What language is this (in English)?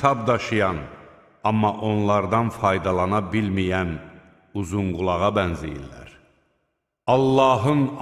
Azerbaijani